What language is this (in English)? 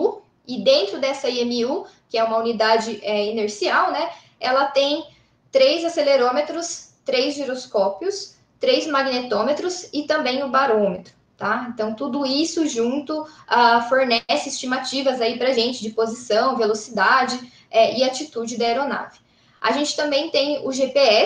Portuguese